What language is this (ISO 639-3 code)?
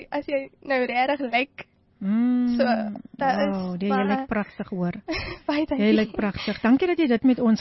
afr